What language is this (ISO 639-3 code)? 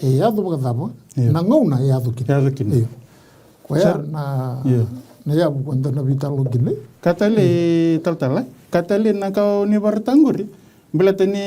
fij